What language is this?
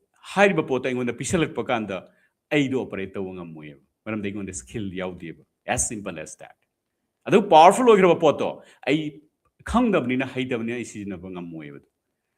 Manipuri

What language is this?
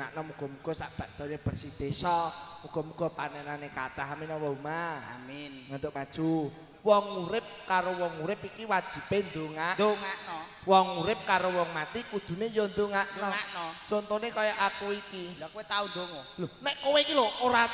Javanese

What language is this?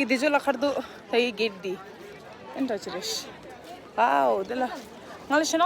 Tibetan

